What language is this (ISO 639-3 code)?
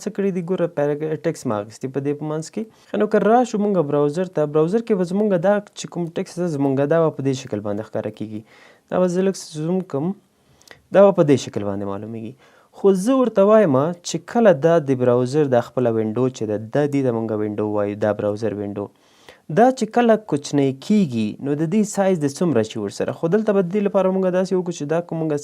pus